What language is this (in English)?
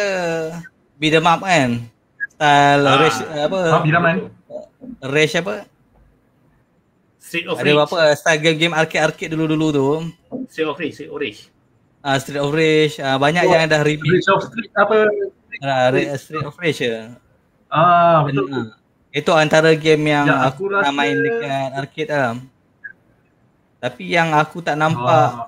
Malay